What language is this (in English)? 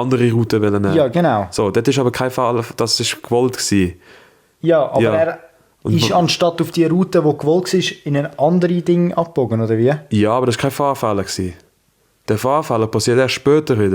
Swiss German